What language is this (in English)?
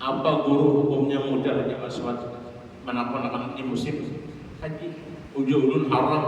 Banjar